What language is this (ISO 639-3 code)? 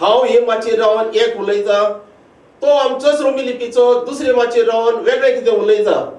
kok